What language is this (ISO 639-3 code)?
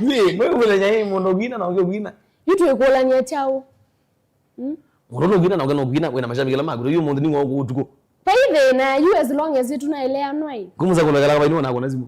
kam